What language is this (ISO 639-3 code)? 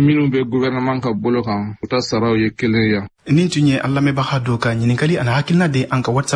bam